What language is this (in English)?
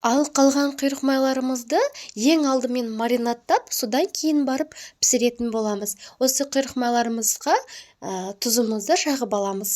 Kazakh